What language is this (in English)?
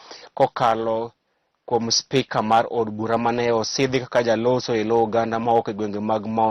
Luo (Kenya and Tanzania)